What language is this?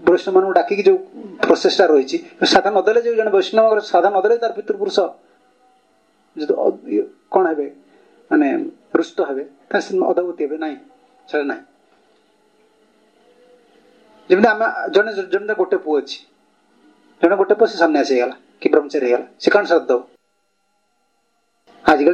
Odia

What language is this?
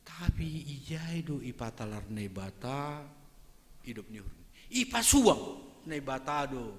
Batak Simalungun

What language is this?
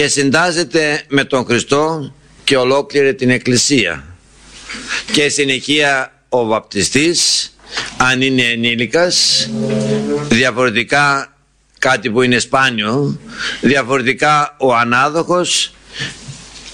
Greek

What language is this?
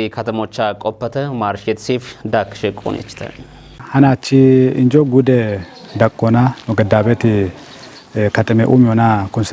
Kafa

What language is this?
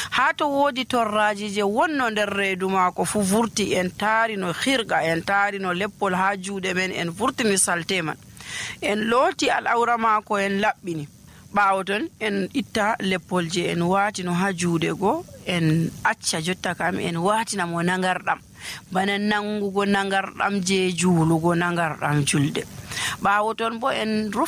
Nigerian Fulfulde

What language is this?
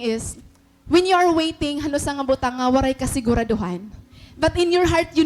Waray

